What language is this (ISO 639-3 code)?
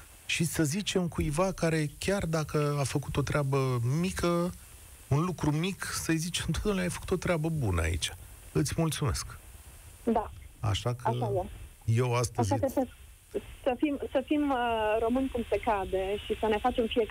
ron